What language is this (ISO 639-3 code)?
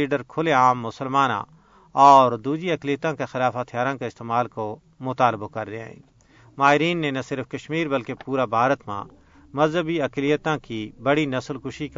gju